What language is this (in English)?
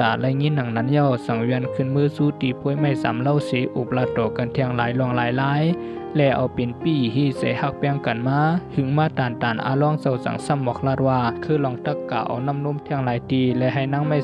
Shan